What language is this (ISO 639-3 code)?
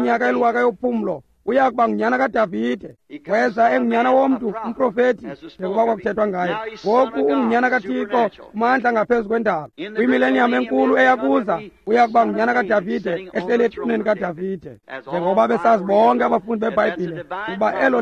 xho